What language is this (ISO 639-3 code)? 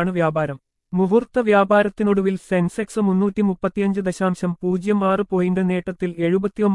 mal